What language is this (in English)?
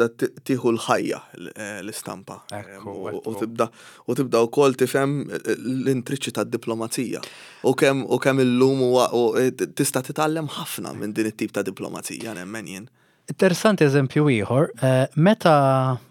Maltese